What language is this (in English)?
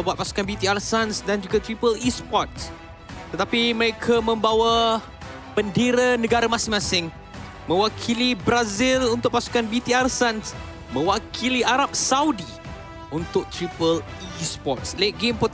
Malay